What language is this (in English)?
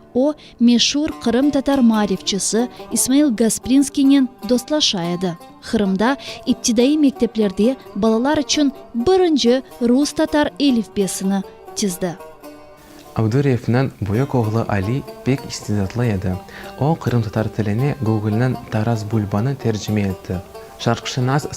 Crimean Tatar